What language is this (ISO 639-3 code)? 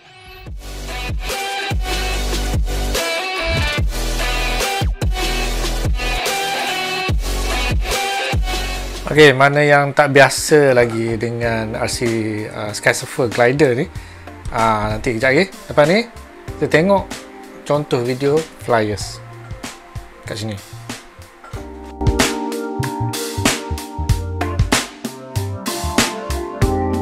msa